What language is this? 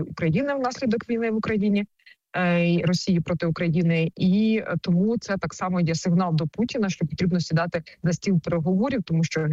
Ukrainian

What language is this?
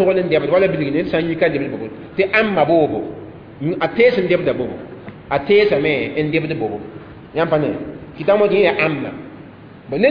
Mossi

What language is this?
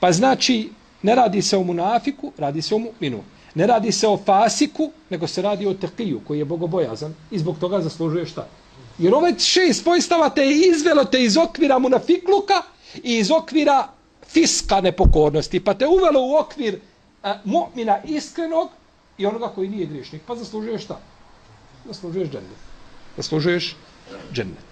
Serbian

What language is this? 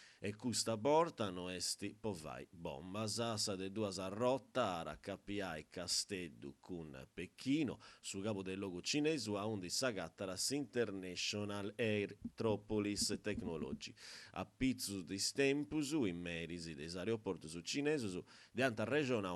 Sardinian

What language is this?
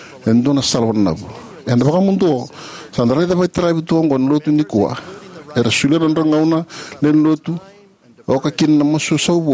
Fijian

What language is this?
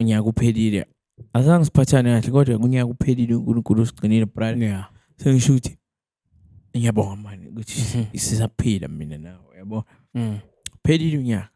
Zulu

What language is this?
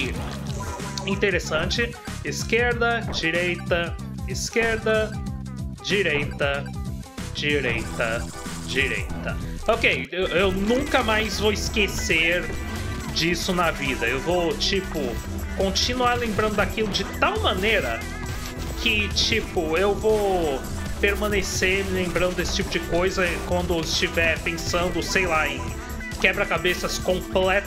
Portuguese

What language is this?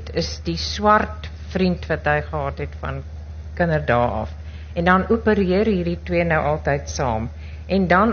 Afrikaans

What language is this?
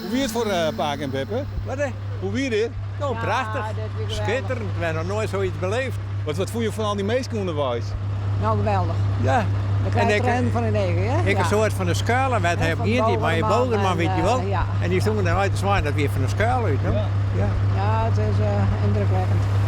Western Frisian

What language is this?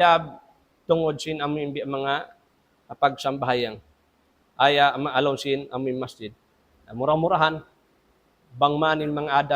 Tausug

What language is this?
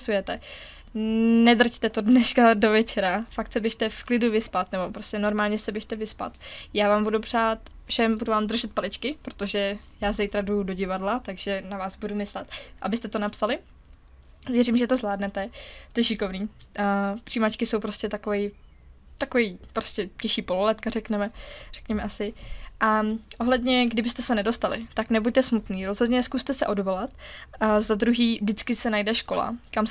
Czech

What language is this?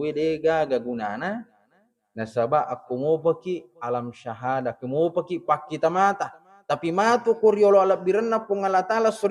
Buginese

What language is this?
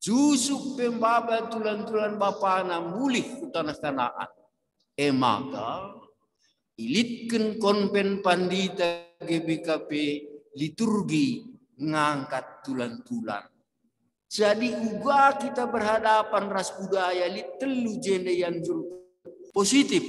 Batak Karo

